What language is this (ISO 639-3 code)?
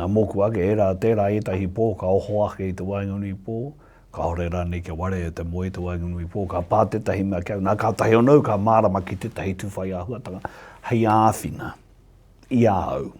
mri